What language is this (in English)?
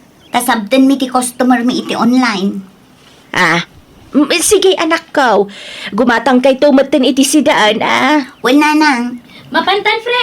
Iloko